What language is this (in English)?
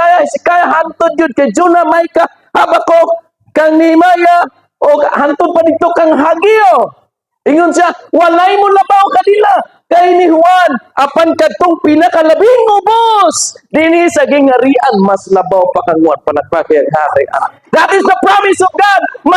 Cebuano